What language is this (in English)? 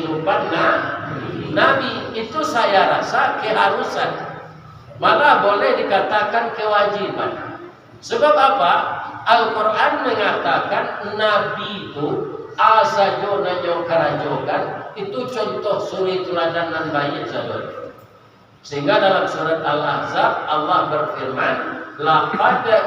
Minangkabau